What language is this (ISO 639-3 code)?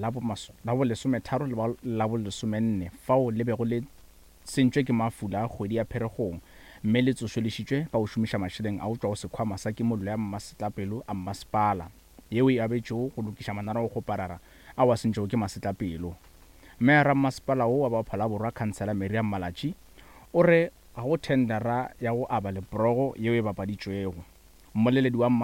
nso